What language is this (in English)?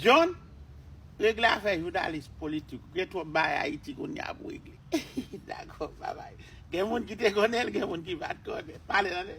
Haitian Creole